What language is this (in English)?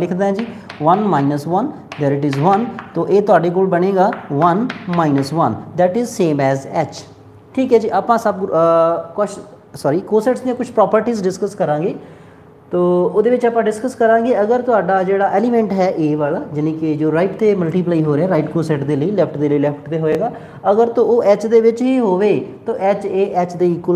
Punjabi